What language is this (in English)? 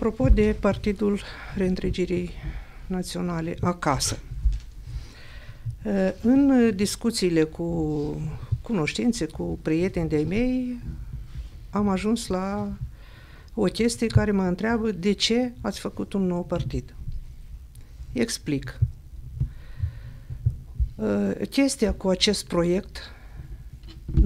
Romanian